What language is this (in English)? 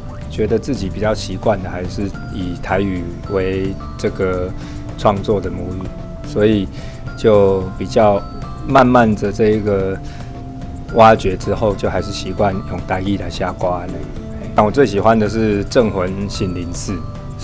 Min Nan Chinese